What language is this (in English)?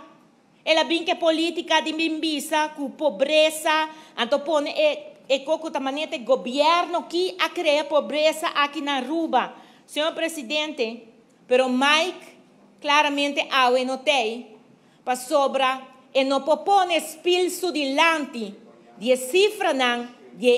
Papiamento